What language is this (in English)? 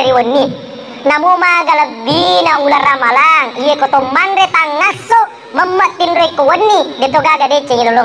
Buginese